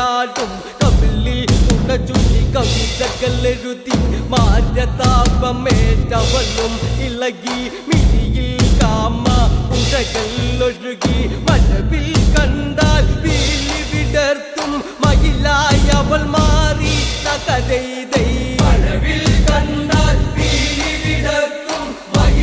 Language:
Malayalam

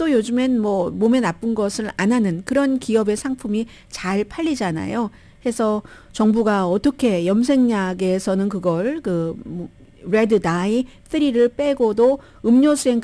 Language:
Korean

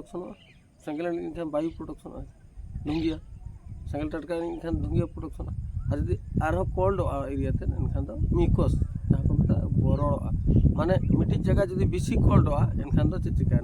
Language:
Santali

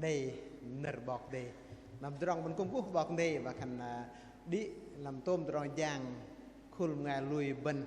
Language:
Bahnar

